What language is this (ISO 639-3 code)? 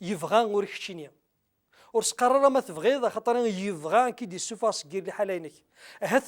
kab